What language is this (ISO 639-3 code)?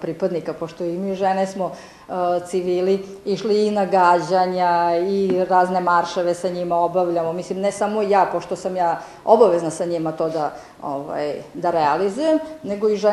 srp